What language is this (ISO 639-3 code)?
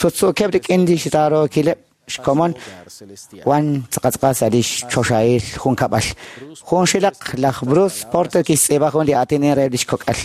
kek